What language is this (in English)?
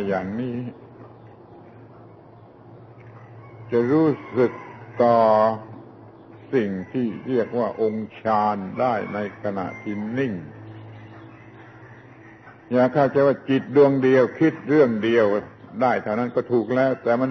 Thai